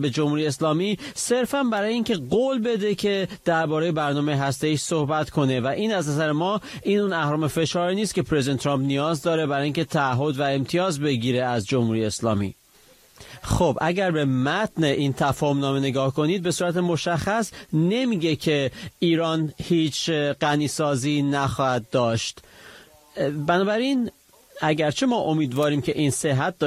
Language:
Persian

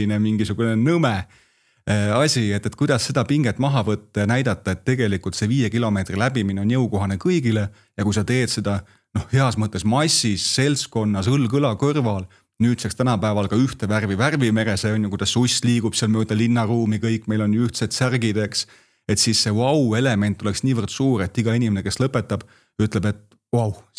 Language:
Estonian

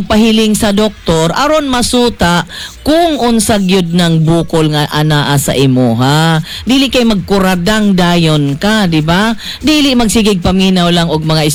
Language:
Cebuano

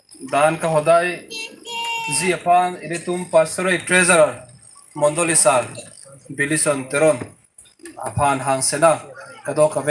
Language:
Karbi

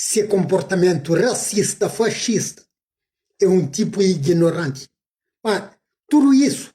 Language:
Kabuverdianu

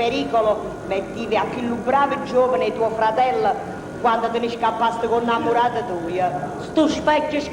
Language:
Neapolitan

